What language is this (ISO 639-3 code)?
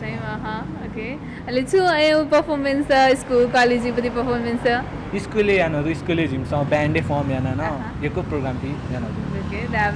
new